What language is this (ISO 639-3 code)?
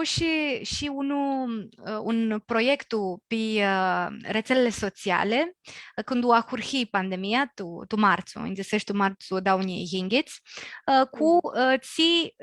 rup